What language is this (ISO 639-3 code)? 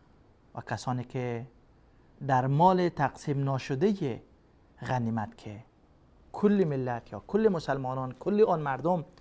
fas